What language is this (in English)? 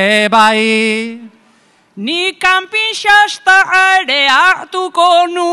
Basque